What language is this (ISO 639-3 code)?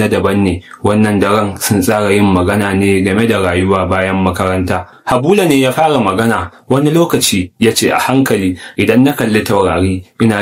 hau